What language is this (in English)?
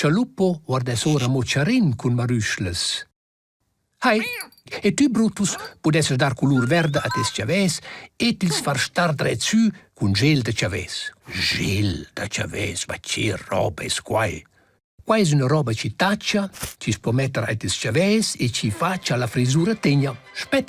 Romansh